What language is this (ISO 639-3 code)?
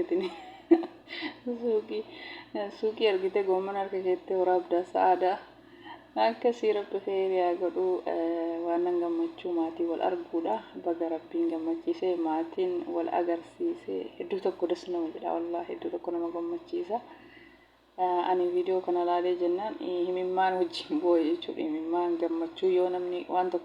orm